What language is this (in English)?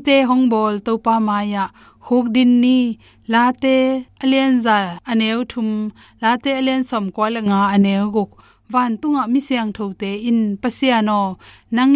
Tedim Chin